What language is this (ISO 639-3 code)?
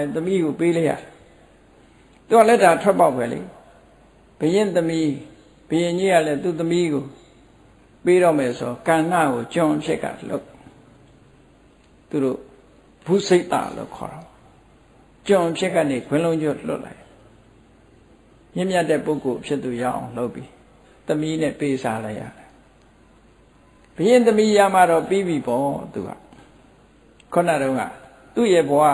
mya